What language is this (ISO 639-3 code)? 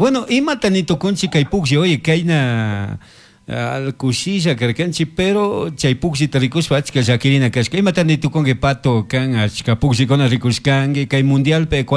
qug